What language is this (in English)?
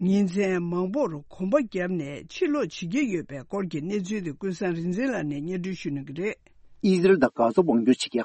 Tibetan